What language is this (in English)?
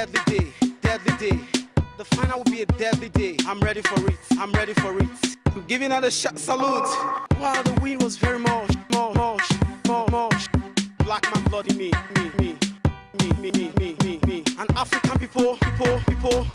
Nigerian Pidgin